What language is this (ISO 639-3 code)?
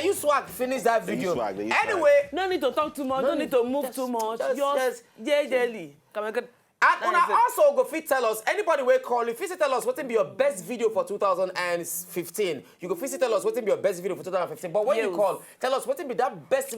pcm